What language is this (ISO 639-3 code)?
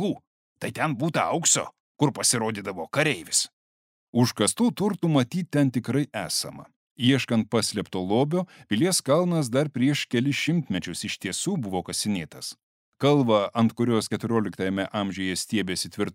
lit